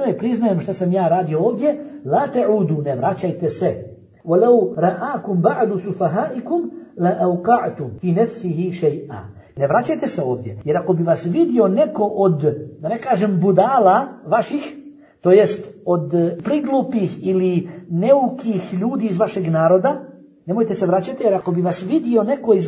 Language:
Bosnian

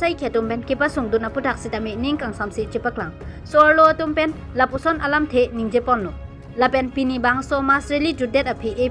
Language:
Karbi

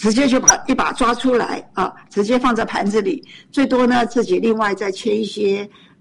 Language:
Chinese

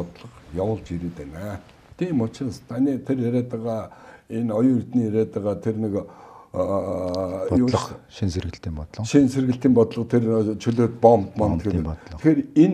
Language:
Mongolian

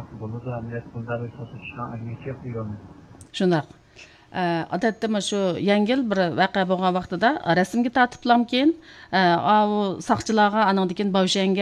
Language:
Uyghur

